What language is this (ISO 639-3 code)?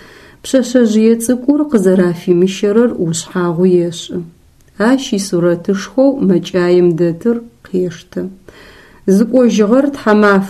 ady